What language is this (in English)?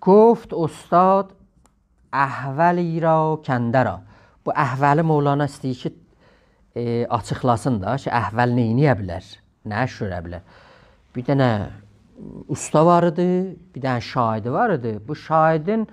South Azerbaijani